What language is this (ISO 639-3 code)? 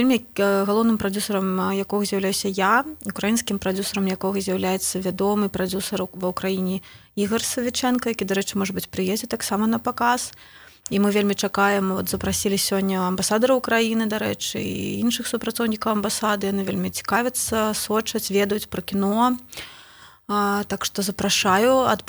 bel